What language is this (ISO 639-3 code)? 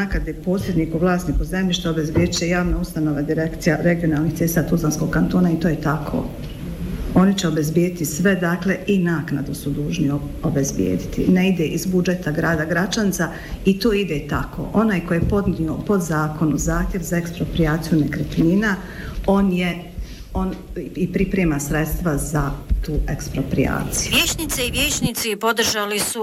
bos